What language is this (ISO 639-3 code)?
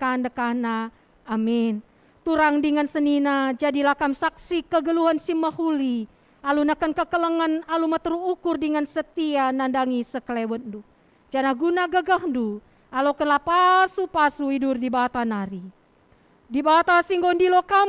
btx